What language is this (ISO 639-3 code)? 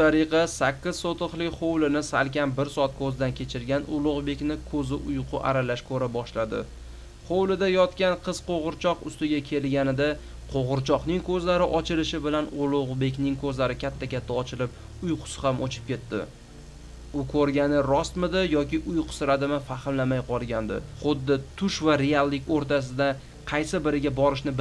uzb